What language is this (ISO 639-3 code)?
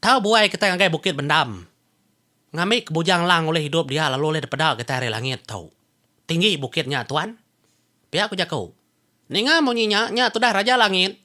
iba